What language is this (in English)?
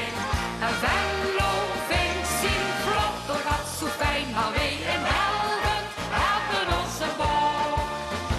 Limburgish